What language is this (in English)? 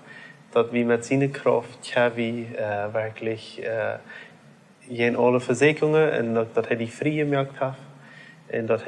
Plautdietsch